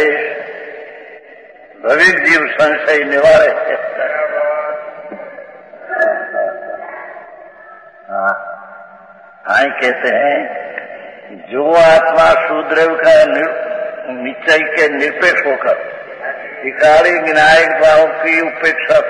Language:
Hindi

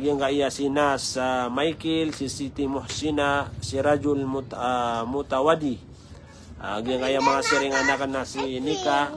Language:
Maranao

